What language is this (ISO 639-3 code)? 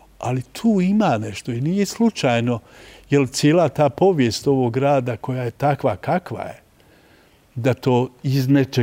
bos